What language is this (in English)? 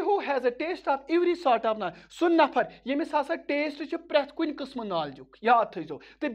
Kashmiri